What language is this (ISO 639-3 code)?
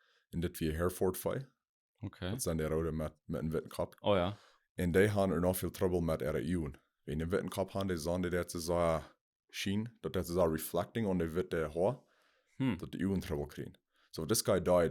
pdt